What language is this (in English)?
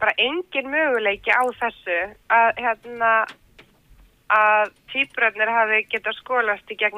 Icelandic